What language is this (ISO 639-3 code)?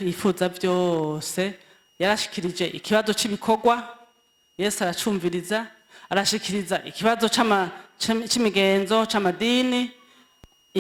run